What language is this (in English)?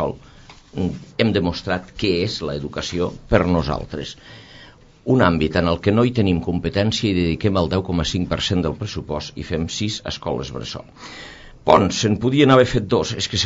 Catalan